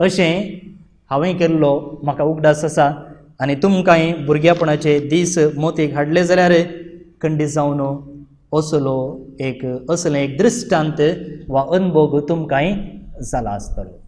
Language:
Konkani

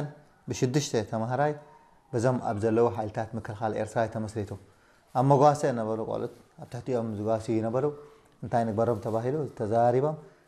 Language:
Tigrinya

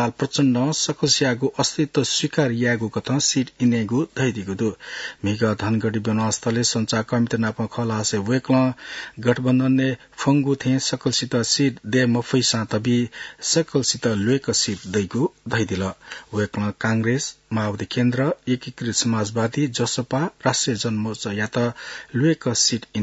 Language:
Newari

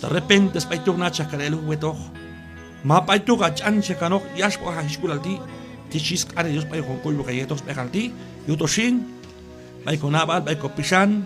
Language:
Q'anjob'al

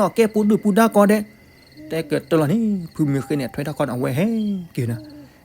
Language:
S'gaw Karen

